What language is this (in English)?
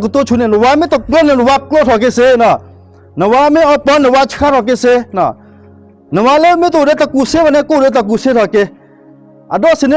S'gaw Karen